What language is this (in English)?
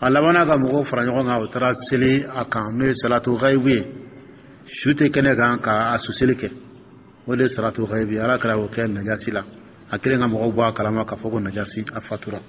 Dyula